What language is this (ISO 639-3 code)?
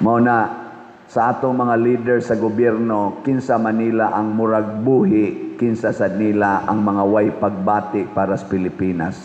ceb